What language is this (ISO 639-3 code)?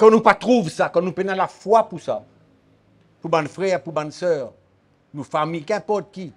mfe